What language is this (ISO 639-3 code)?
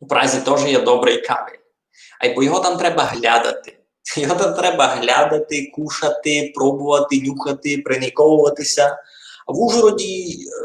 rue